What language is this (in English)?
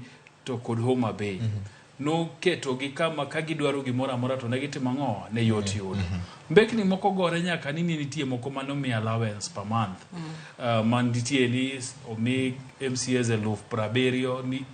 Luo (Kenya and Tanzania)